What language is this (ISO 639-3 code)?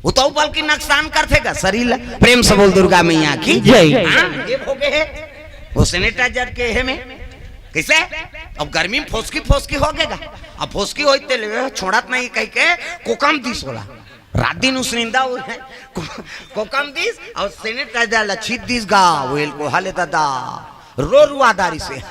hne